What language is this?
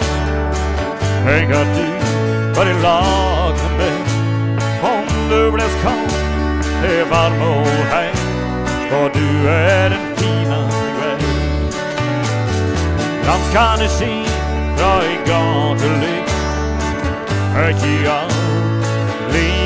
Swedish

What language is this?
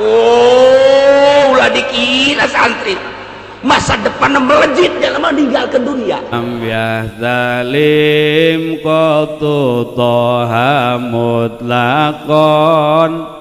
Sundanese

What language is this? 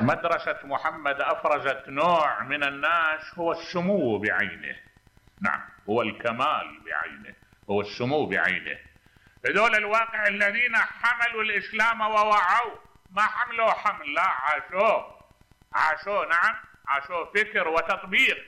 Mesopotamian Arabic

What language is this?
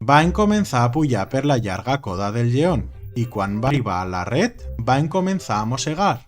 Aragonese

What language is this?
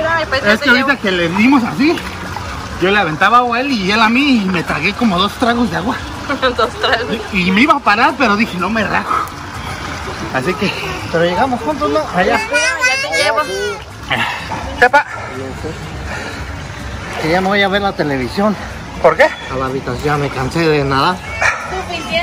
Spanish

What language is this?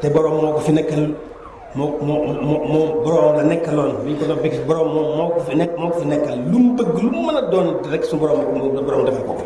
Wolof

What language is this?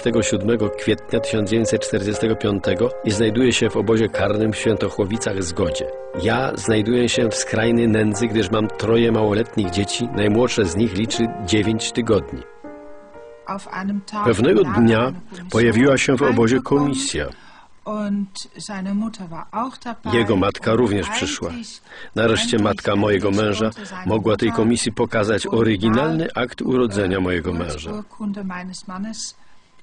Polish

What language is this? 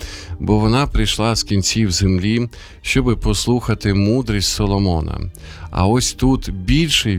Ukrainian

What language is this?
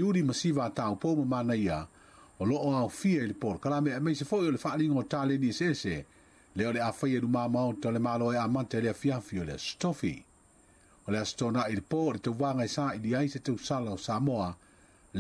Samoan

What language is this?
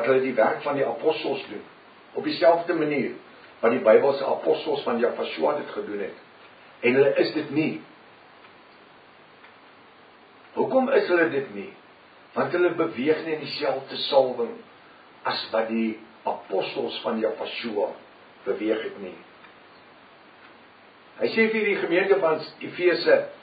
Afrikaans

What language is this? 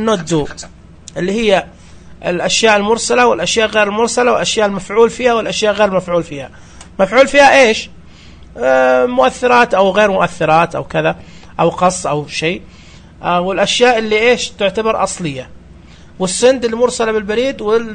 Najdi Arabic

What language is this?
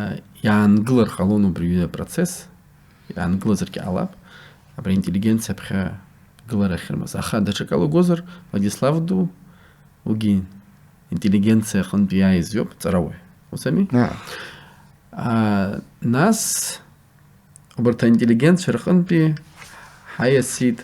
Abkhazian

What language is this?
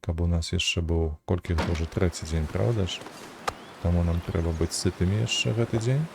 Belarusian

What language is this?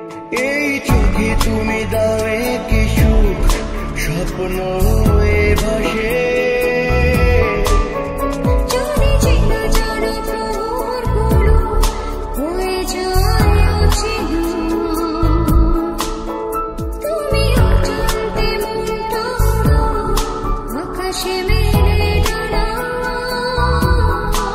Bangla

